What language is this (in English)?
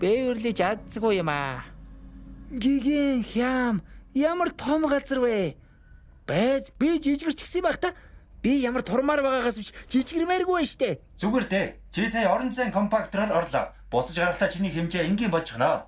Mongolian